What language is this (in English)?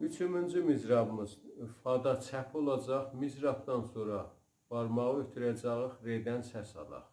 South Azerbaijani